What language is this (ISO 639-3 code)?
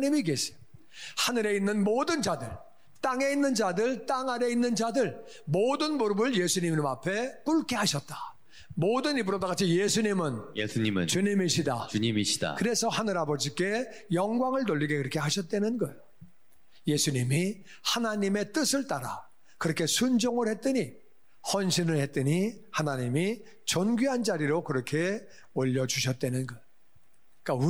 kor